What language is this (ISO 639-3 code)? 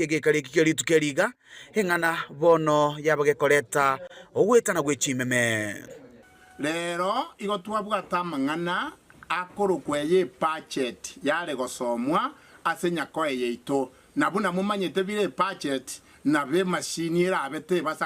guz